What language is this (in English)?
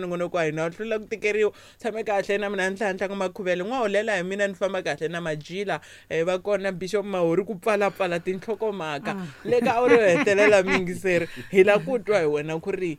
Tsonga